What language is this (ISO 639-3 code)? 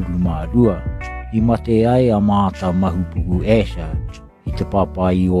mri